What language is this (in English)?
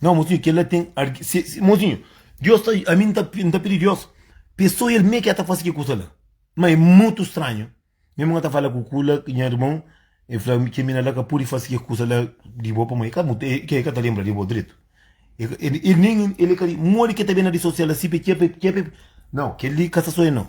Kabuverdianu